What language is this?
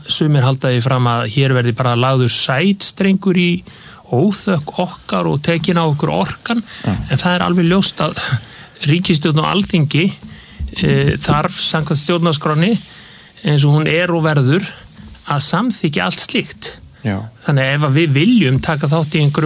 Icelandic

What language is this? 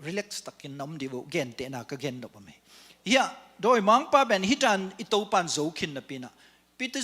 Tedim Chin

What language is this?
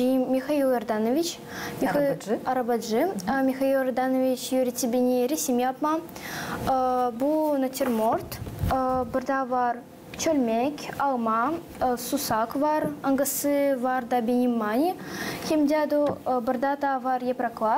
Gagauz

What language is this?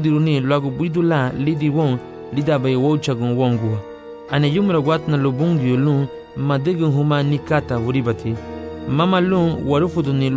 Garifuna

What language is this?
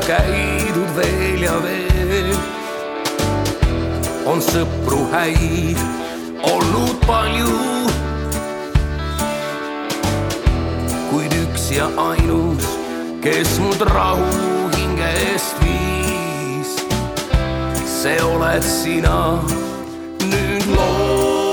Estonian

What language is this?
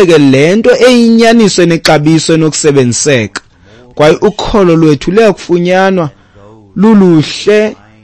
Xhosa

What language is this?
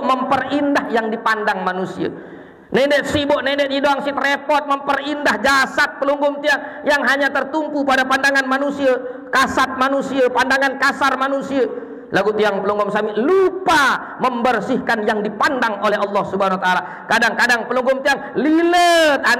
Sasak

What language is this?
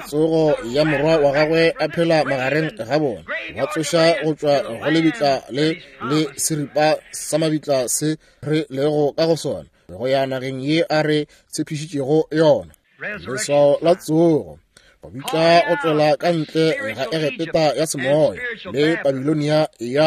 Northern Sotho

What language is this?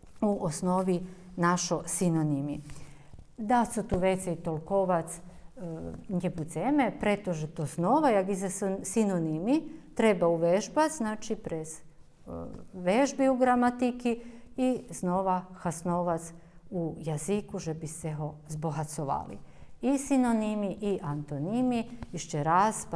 Rusyn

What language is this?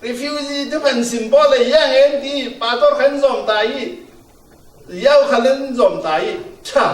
Falam Chin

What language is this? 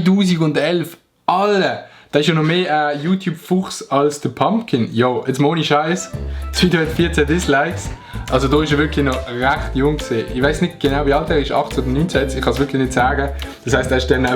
Swiss German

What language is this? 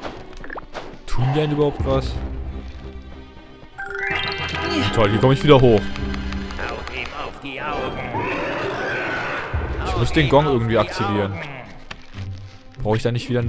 German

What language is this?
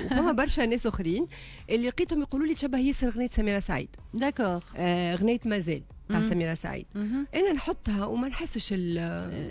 Tunisian Arabic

